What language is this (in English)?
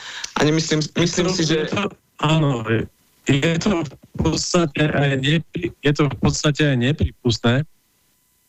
Slovak